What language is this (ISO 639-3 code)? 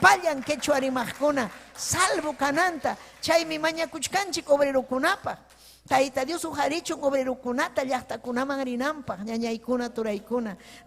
quy